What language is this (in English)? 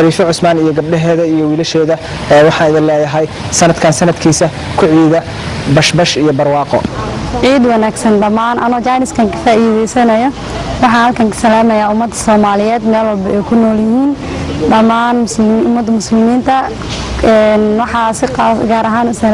Somali